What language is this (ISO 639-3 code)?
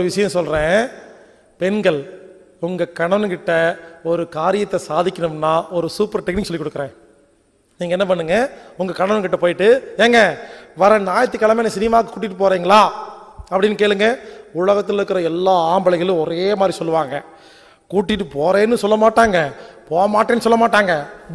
tam